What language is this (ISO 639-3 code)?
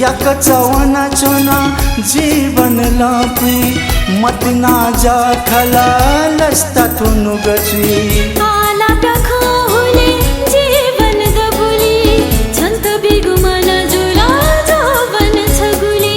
new